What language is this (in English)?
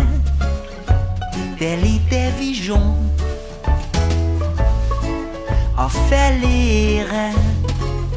Hungarian